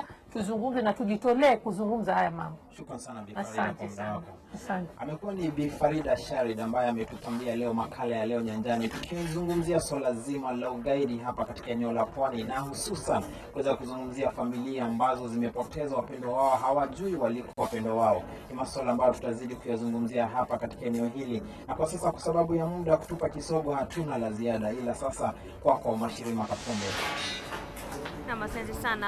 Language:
Swahili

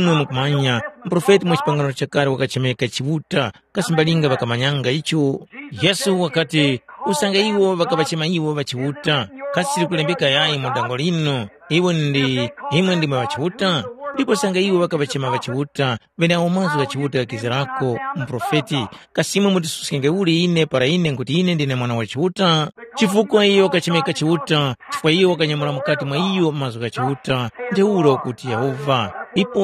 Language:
Tumbuka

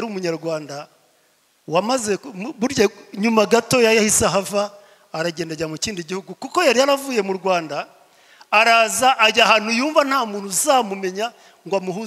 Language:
Kinyarwanda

